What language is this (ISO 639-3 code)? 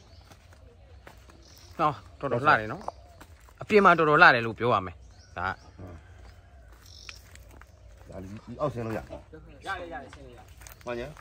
mya